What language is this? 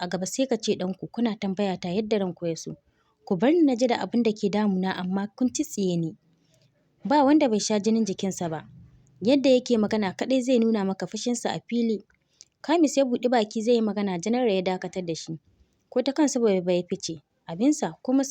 Hausa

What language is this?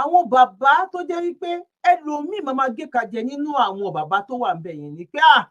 Yoruba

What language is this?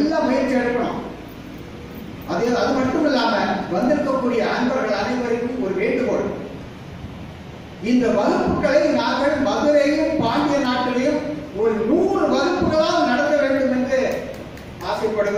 Tamil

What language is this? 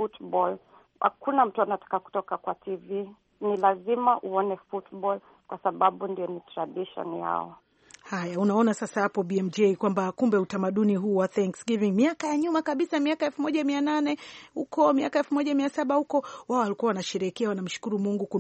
Swahili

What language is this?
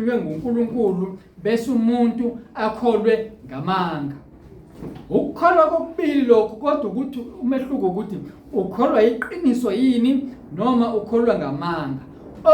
Zulu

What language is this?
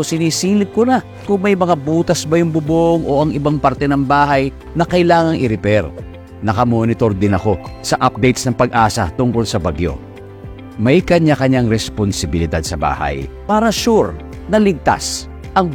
Filipino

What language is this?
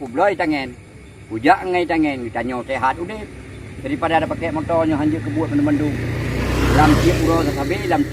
Achinese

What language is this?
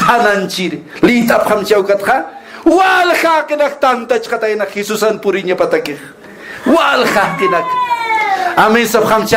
Aymara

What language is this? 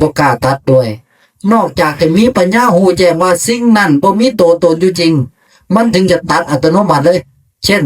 Northeastern Thai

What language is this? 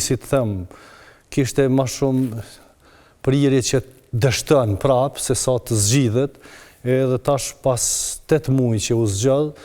Albanian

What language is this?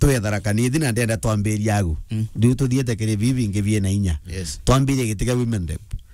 Meru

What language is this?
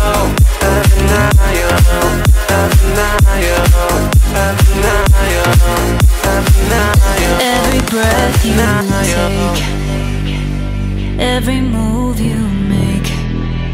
English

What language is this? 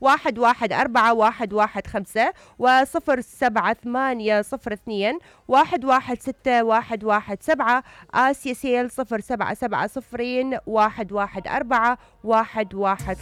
Mesopotamian Arabic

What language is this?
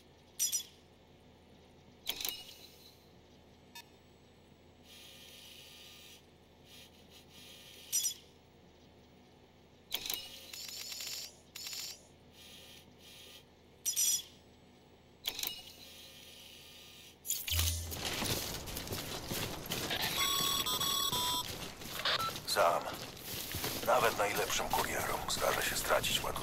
Polish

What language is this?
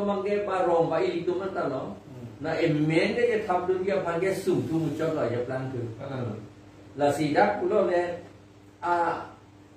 Karbi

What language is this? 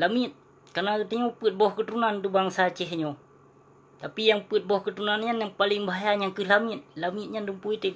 Achinese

